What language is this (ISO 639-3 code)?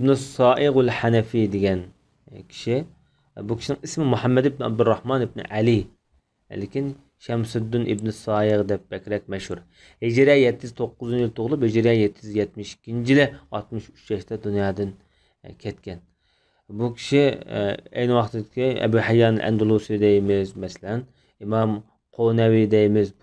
uig